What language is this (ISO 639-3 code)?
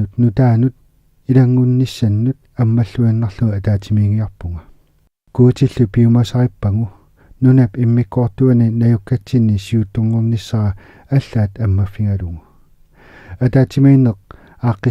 kal